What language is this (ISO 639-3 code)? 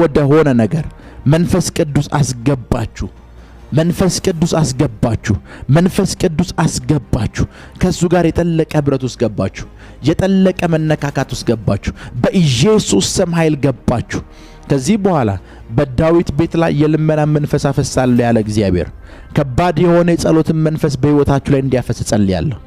amh